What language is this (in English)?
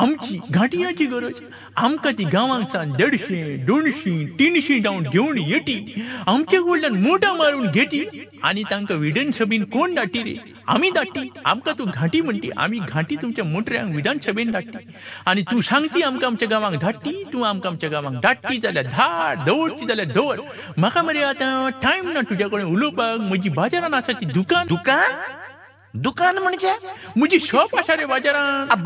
Konkani